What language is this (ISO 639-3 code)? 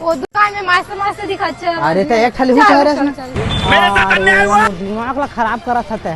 hne